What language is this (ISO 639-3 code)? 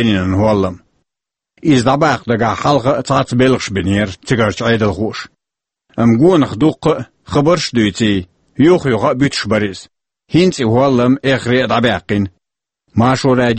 che